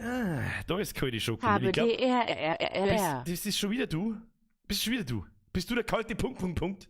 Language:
Bavarian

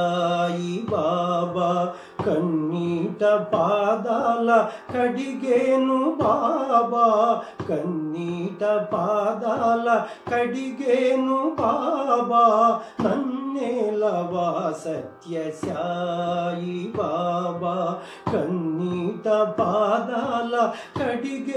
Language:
Telugu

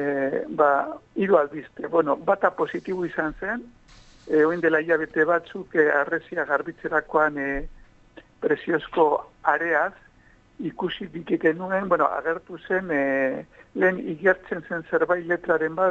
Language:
Basque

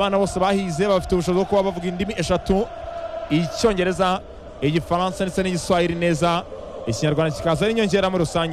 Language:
Kinyarwanda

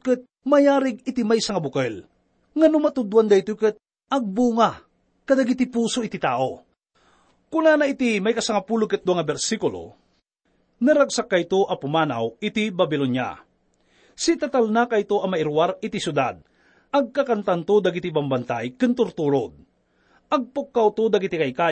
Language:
Iloko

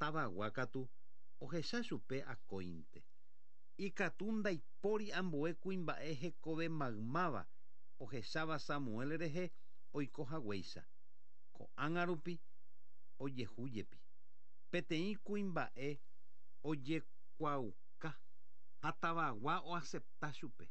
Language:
Guarani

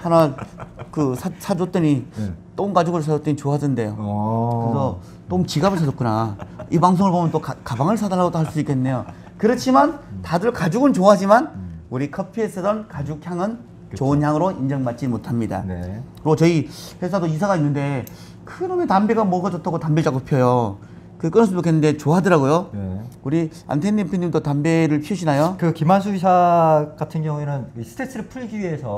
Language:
Korean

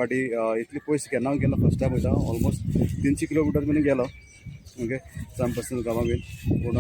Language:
Konkani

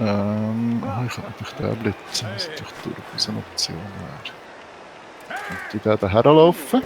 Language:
Swiss German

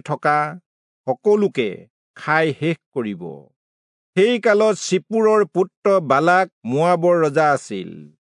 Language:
Assamese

